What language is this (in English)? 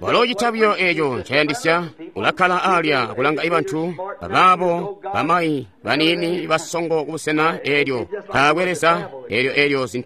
Tonga (Zambia)